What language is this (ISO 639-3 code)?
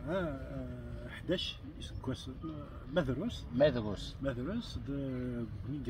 kab